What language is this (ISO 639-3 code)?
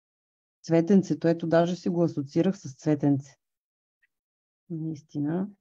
bul